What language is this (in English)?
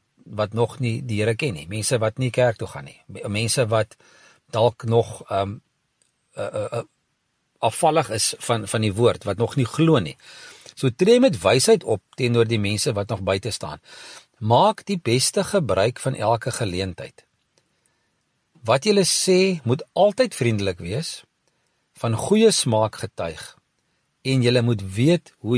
Afrikaans